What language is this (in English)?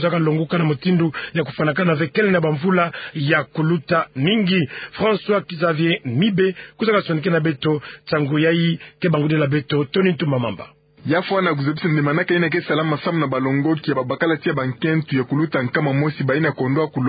Kituba (Democratic Republic of Congo)